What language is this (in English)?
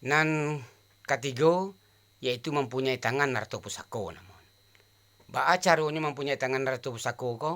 Minangkabau